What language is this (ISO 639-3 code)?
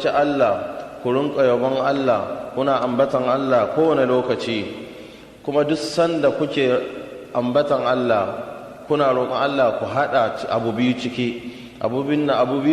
hau